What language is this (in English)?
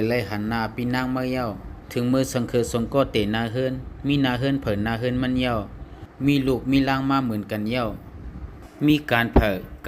Shan